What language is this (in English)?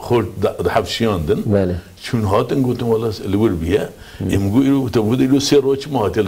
Kurdish